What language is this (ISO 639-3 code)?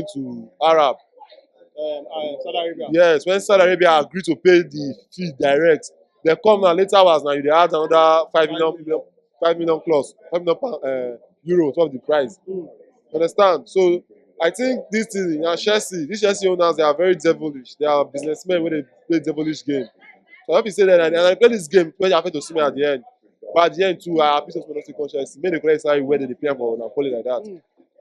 pcm